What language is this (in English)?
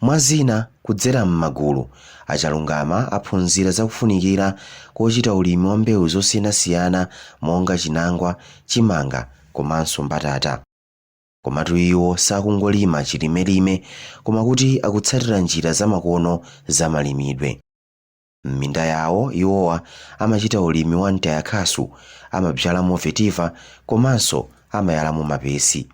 Nyanja